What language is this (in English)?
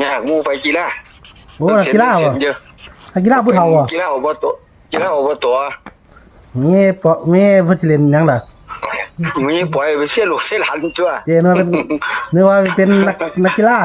Northeastern Thai